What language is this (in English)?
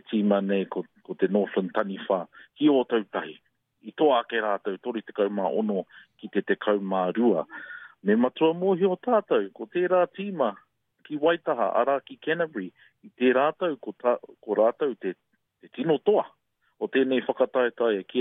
Māori